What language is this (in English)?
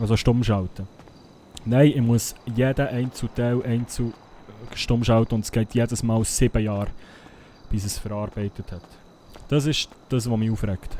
Swiss German